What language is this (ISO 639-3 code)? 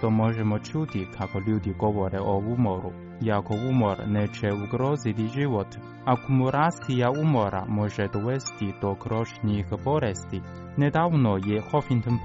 hrv